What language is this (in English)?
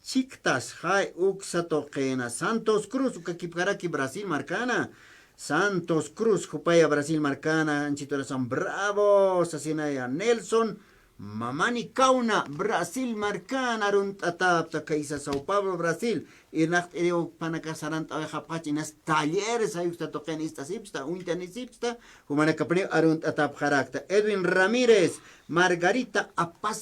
Aymara